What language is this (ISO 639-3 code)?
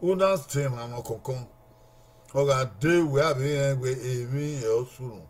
bin